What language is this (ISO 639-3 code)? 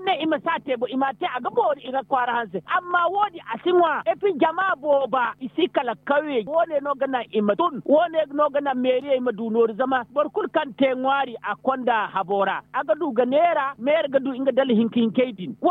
dje